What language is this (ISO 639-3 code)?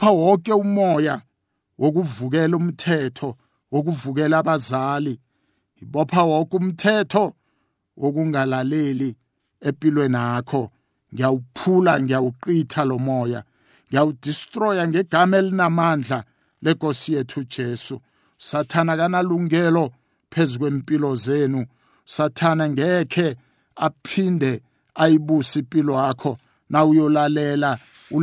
nbl